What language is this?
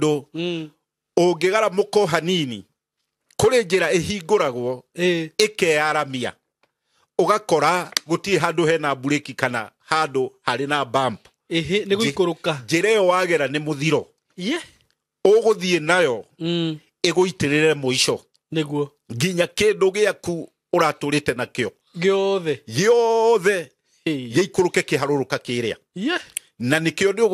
Kikuyu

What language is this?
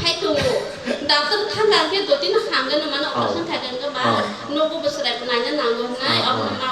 Kok Borok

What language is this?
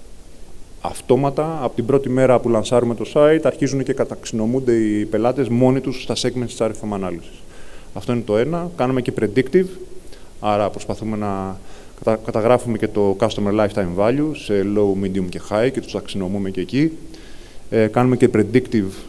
Greek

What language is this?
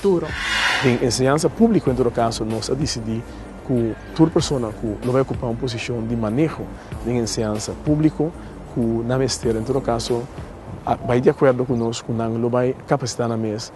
Papiamento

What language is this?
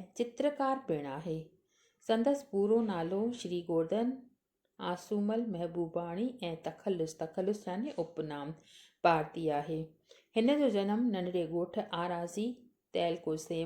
Sindhi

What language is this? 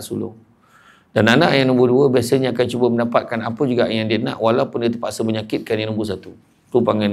Malay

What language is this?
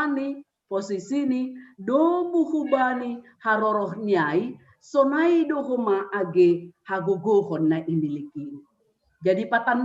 Batak Simalungun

